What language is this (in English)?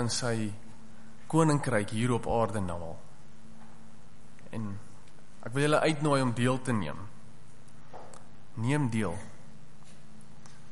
Afrikaans